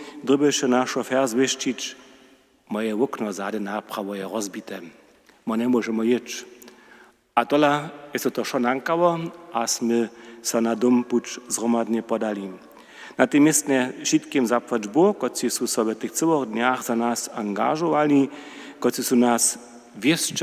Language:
Upper Sorbian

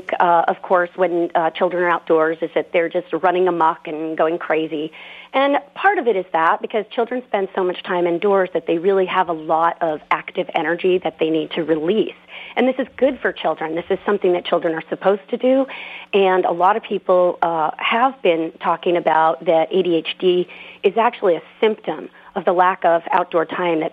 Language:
English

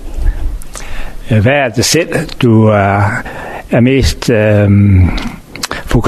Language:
Danish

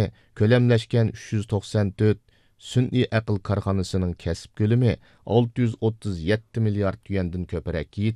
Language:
Uyghur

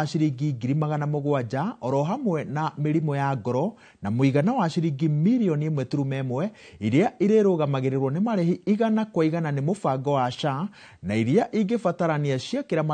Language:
Kikuyu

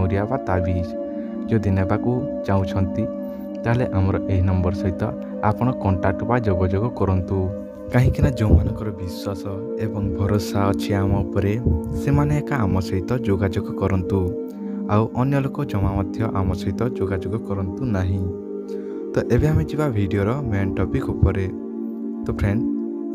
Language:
Odia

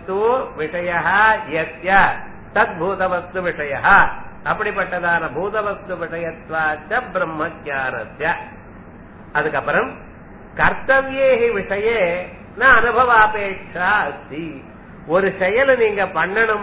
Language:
Tamil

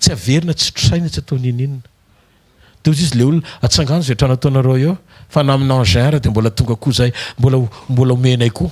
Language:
Malagasy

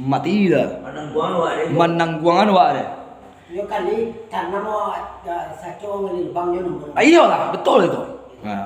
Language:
Minangkabau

